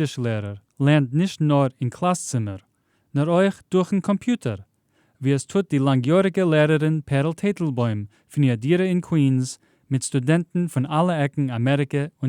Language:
Yiddish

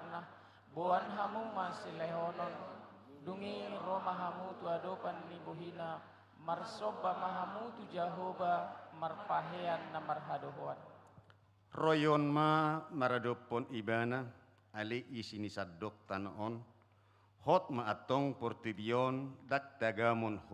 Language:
Batak Toba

